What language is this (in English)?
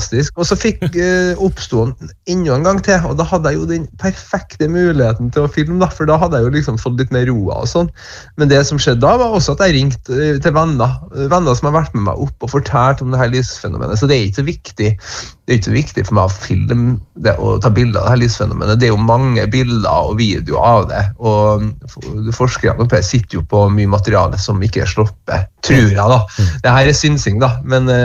Norwegian